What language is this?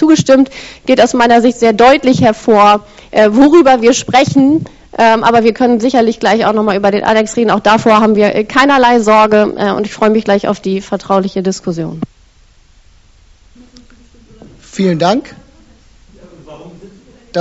German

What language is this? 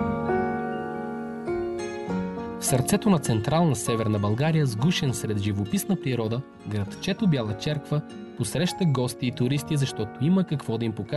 Bulgarian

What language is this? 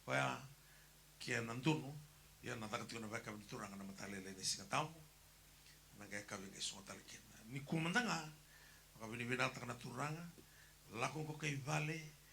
Fijian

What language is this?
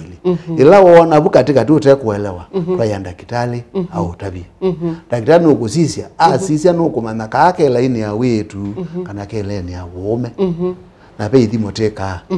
Kamba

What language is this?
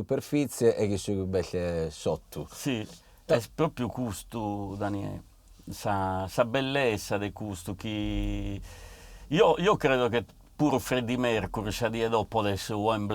Sardinian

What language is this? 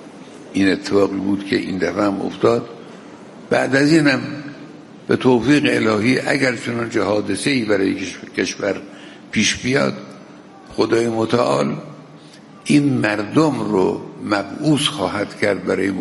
Persian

